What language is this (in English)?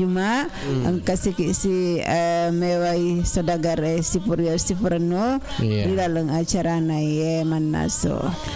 Buginese